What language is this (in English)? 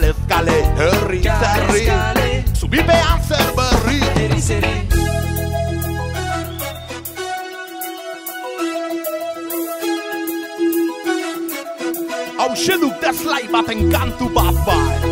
Basque